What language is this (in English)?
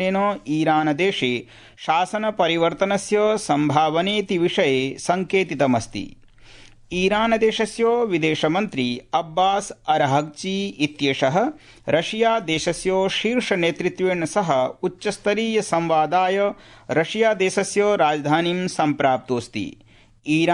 Sanskrit